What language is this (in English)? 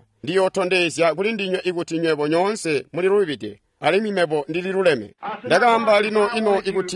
Tonga (Zambia)